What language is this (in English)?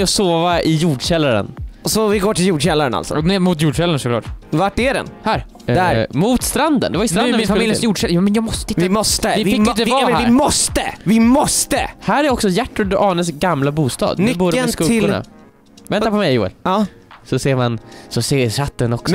Swedish